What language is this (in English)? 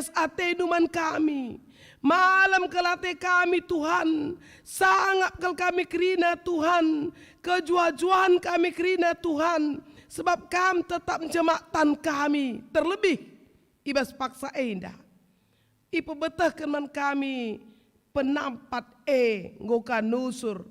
Batak Karo